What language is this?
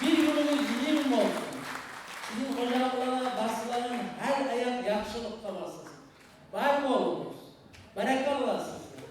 Kumyk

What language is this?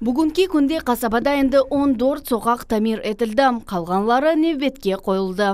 Crimean Tatar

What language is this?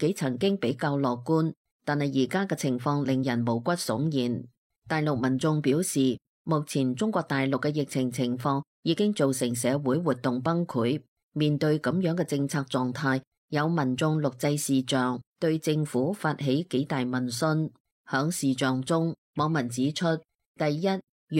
Cantonese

